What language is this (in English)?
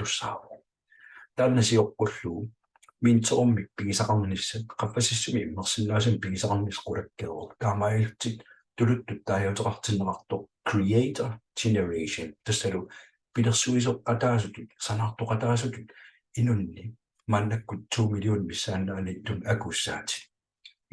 Kalaallisut